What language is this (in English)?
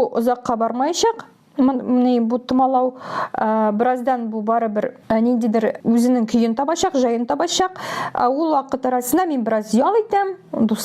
Tatar